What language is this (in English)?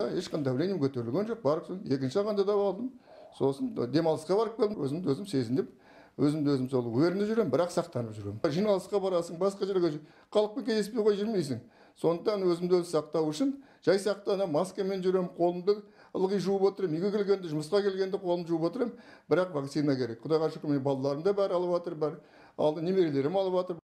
Kazakh